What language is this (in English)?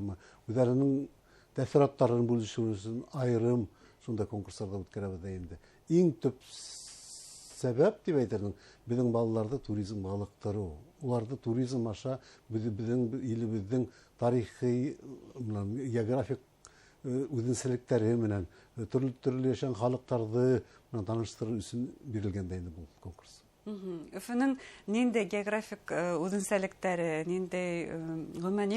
Bashkir